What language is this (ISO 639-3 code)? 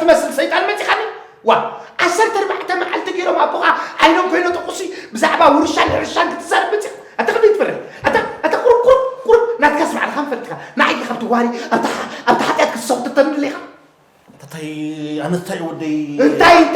tir